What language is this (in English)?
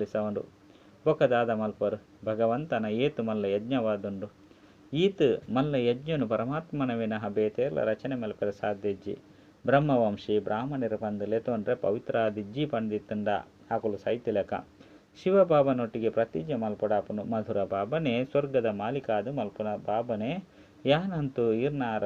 Tulu